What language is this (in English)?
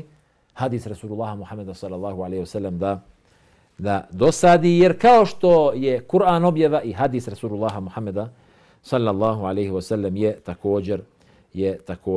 Bosnian